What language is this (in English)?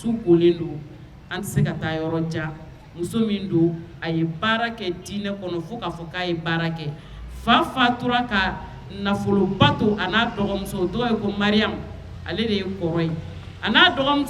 Bambara